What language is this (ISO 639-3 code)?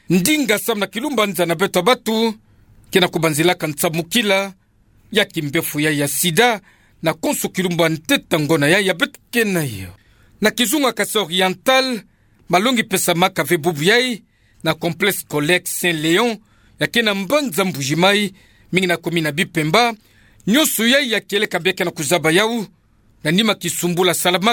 ktu